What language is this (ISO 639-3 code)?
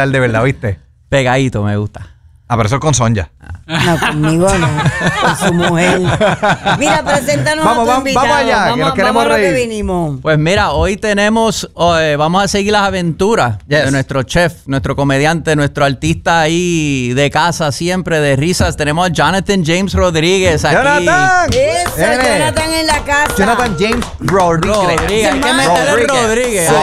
spa